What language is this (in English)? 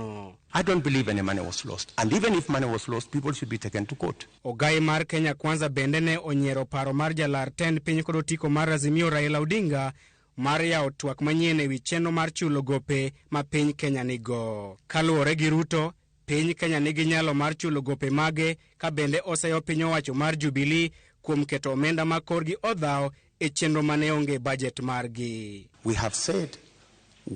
Luo (Kenya and Tanzania)